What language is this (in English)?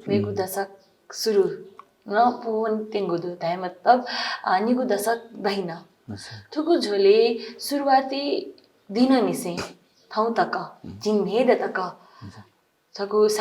Newari